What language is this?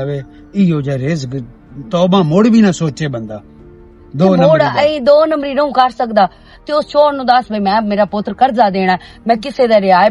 Western Panjabi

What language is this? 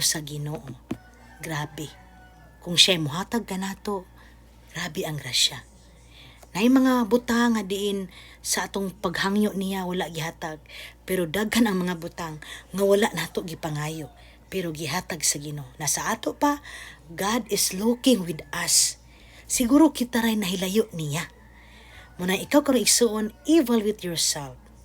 Cebuano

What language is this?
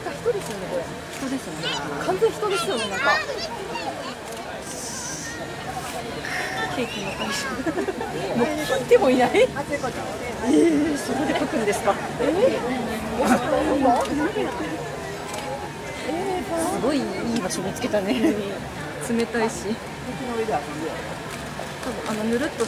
Japanese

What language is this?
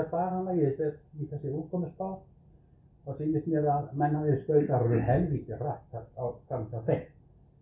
Icelandic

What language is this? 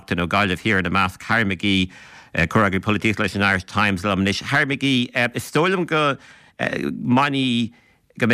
Irish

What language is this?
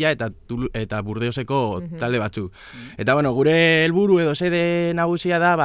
Basque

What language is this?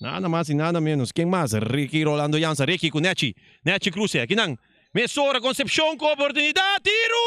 Papiamento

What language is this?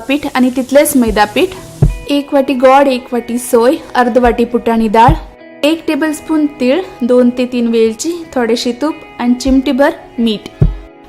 Konkani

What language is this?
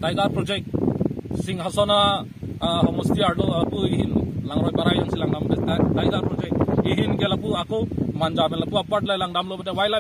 Karbi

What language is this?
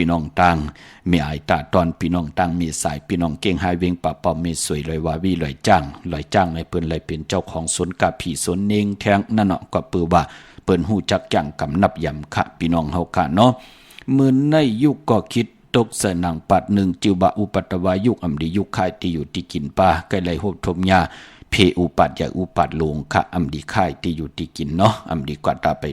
Shan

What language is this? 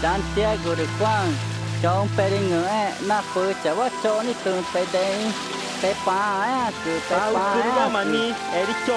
Ticuna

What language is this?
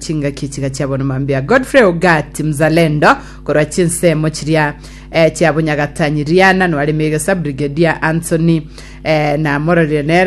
Gusii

